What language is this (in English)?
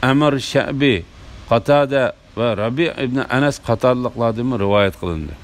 Uyghur